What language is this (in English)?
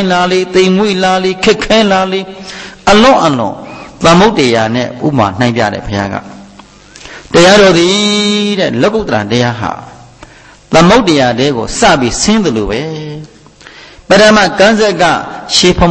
Burmese